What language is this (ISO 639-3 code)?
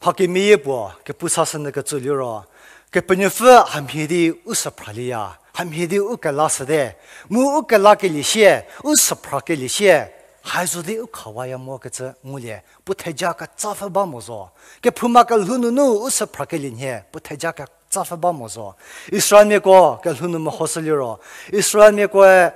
njm